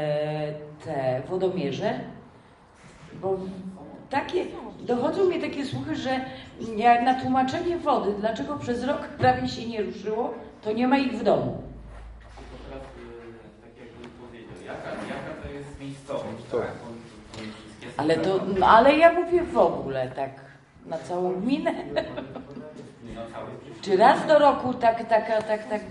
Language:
Polish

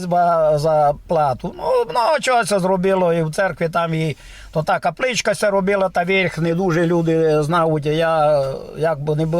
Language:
Rusyn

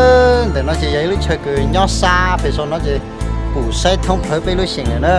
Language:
Hmong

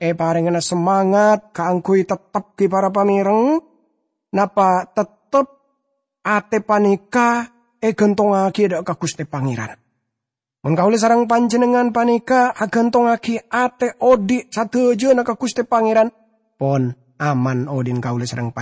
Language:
Madurese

